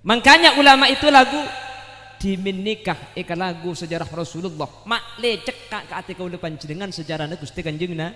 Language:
Madurese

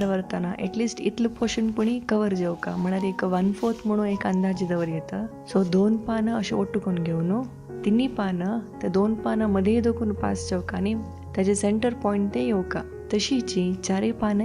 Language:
Konkani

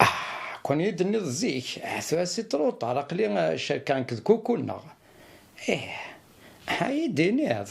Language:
Kabyle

